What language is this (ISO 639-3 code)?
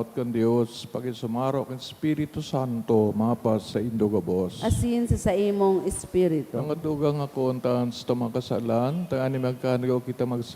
bik